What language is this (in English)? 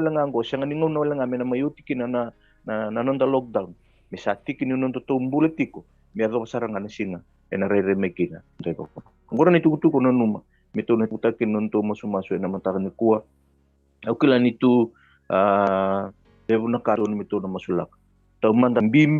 Fijian